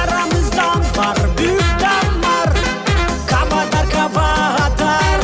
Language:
Gagauz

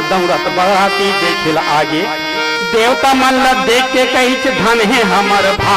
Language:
Chhattisgarhi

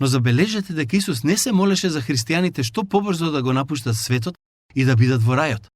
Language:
Macedonian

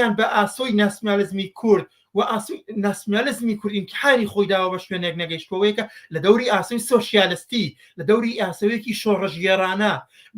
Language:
Central Kurdish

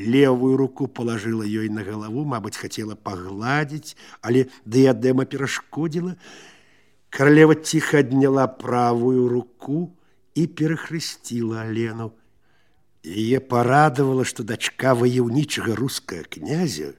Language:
Belarusian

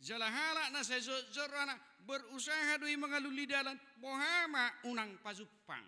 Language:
Batak Toba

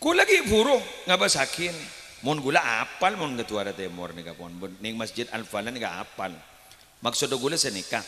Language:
Madurese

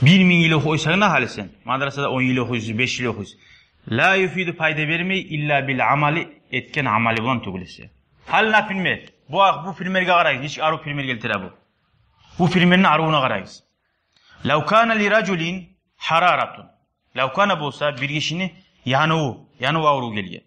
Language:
Kumyk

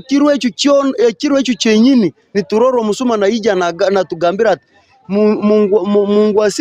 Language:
Nyankole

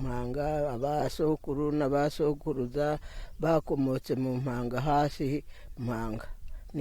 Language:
Kinyarwanda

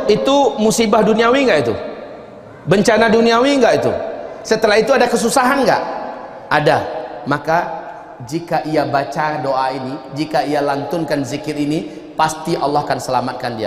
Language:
Indonesian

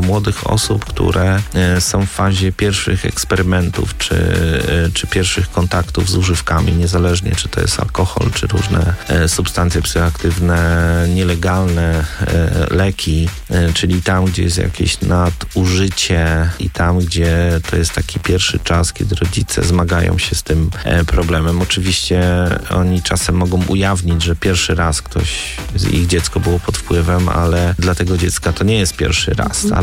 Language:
Polish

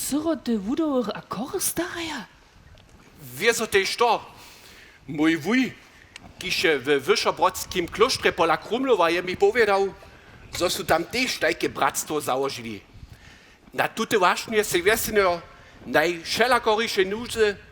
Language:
Upper Sorbian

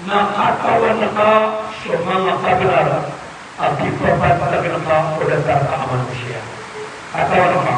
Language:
Maranao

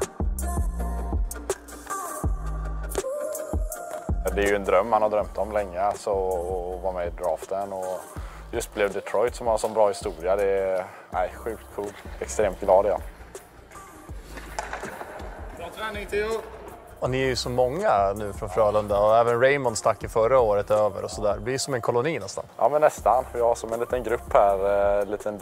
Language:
Swedish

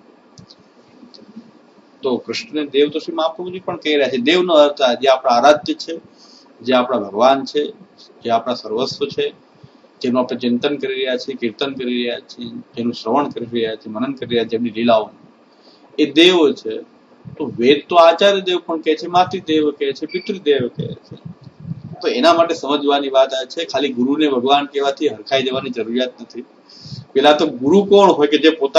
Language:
Gujarati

